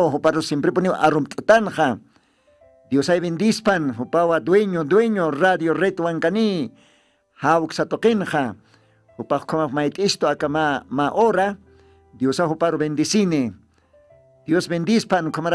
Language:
Aymara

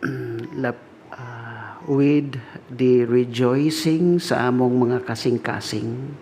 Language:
Cebuano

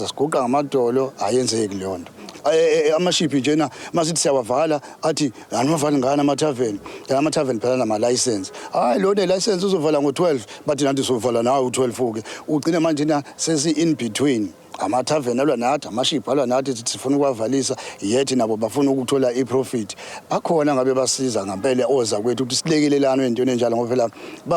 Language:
Zulu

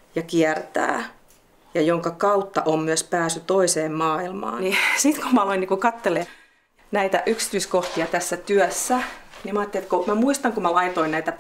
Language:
Finnish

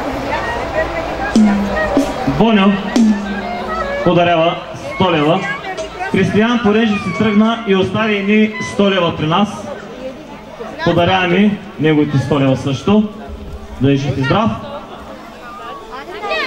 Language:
Bulgarian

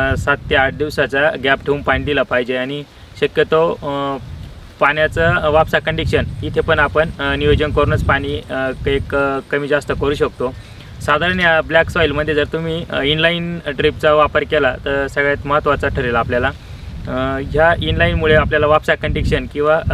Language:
Marathi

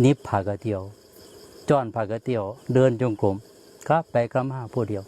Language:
Northeastern Thai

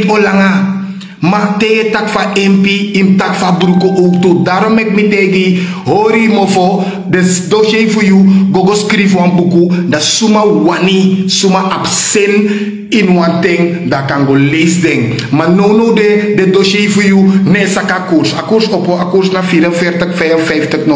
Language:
Sranan Tongo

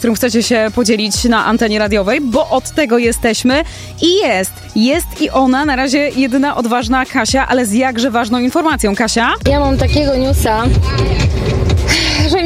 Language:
Polish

